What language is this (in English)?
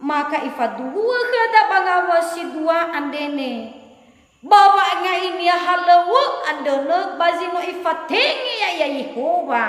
Nias